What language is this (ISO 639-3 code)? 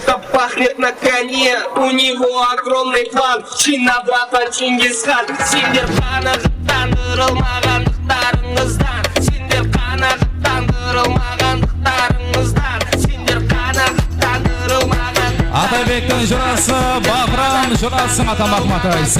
kaa